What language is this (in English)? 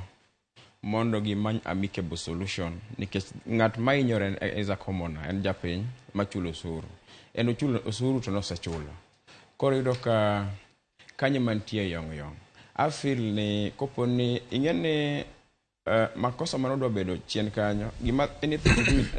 Luo (Kenya and Tanzania)